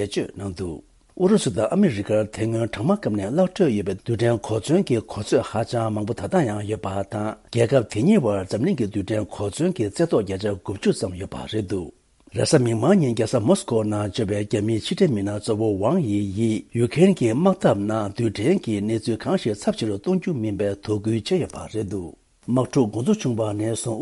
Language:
Tibetan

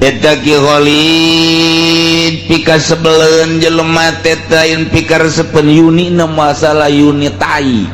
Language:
Sundanese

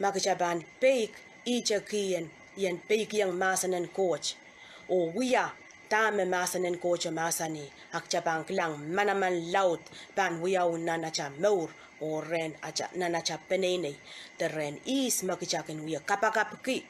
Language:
Pohnpeian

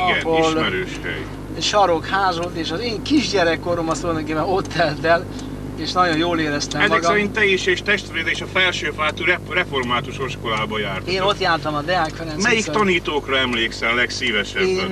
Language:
Hungarian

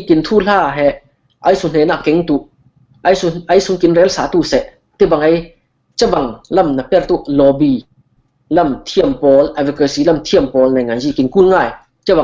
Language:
Falam Chin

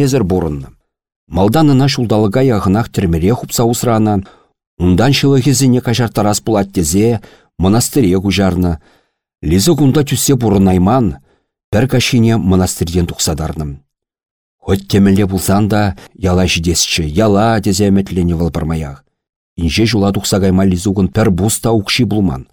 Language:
Chuvash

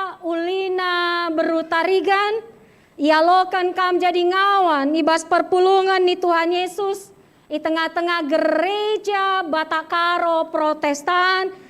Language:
Batak Karo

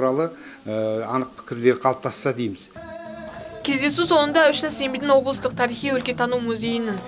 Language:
Kazakh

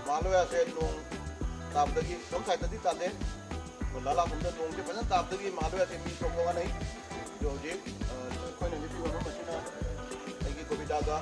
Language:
Manipuri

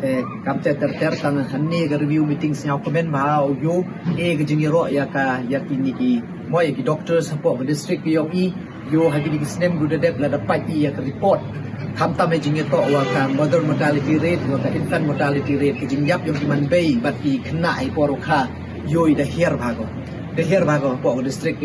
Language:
Pnar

